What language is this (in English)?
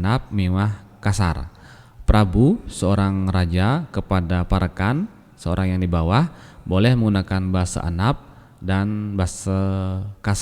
Balinese